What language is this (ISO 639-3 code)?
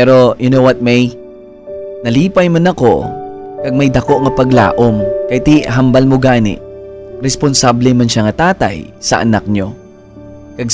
hil